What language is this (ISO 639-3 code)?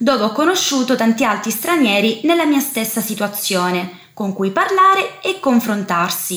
ita